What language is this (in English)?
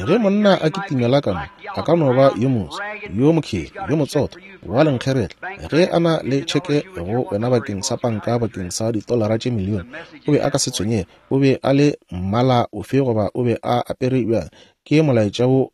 Northern Sotho